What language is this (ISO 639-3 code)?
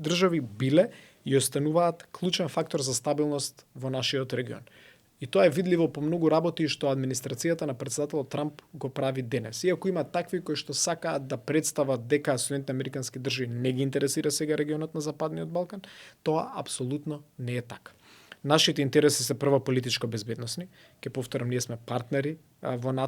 mkd